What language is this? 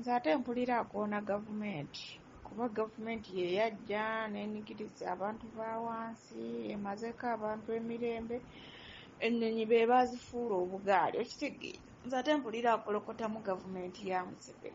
Ganda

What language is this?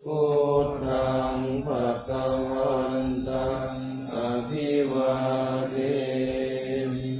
Pali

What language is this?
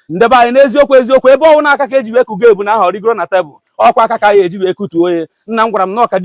Igbo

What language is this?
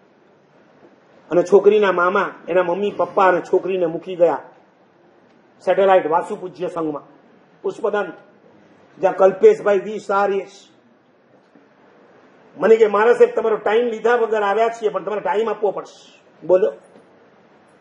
Gujarati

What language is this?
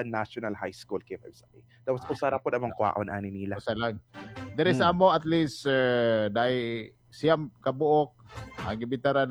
Cebuano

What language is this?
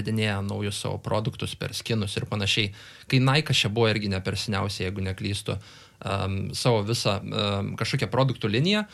Lithuanian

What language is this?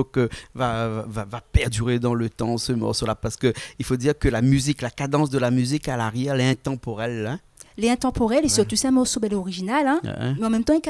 Réunion Creole French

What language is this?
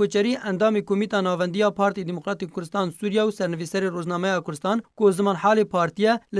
Kurdish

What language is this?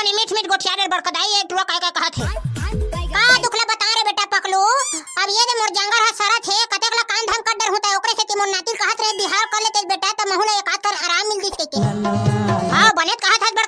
Chhattisgarhi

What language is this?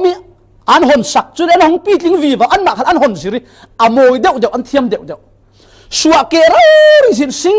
Falam Chin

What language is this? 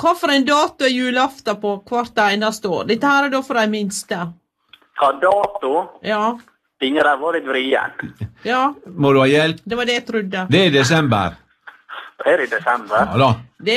Norwegian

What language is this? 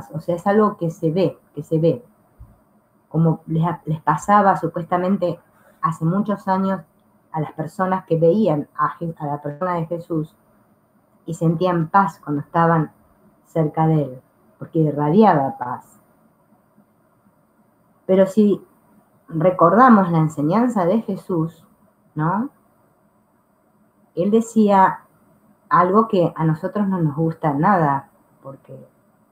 Spanish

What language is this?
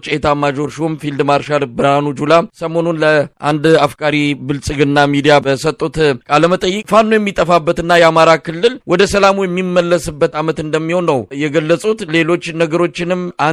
Amharic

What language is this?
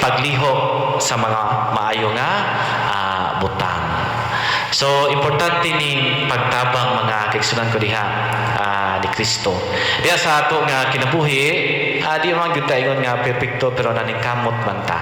Cebuano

